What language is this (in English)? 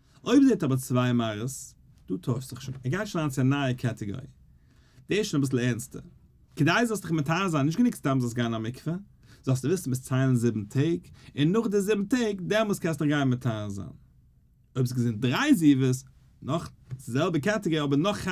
Yiddish